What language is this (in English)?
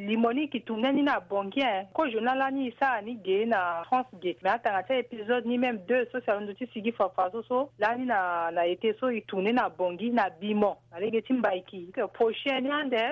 Sango